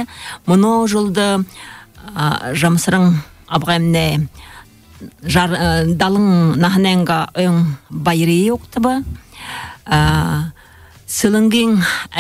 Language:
Buriat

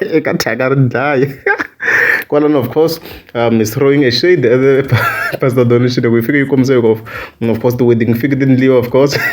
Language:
Tsonga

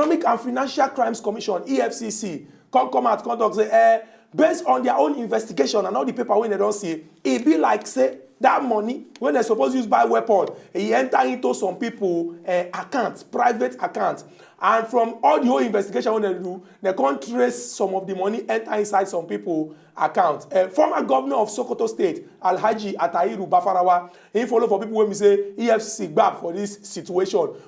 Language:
Nigerian Pidgin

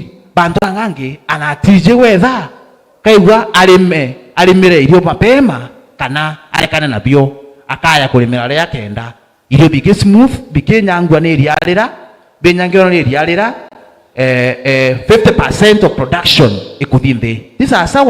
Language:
Meru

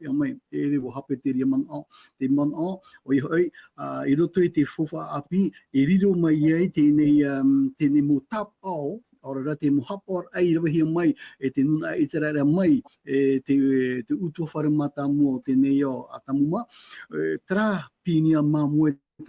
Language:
Tahitian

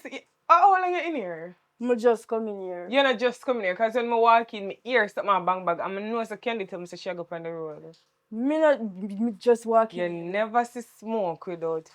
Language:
Jamaican Creole English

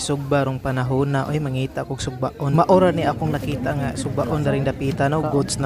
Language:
Cebuano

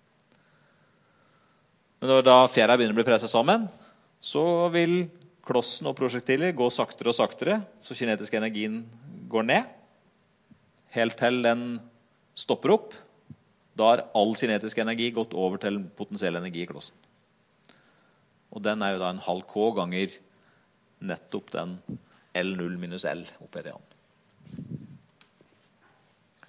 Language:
Norwegian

